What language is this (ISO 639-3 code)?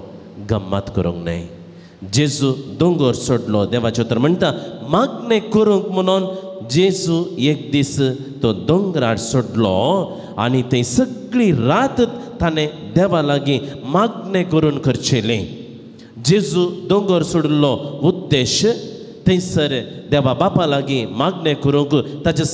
kok